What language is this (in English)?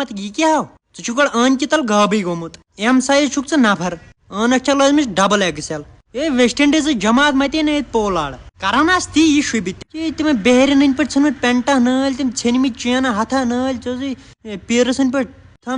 Kashmiri